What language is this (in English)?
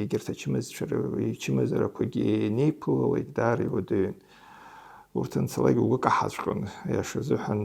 Abkhazian